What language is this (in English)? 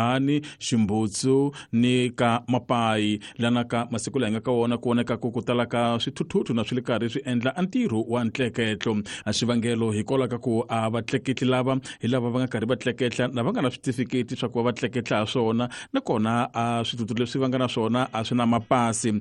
Tsonga